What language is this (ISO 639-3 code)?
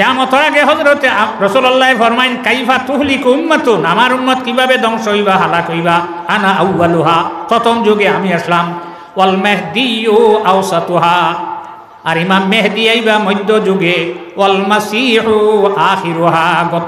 syl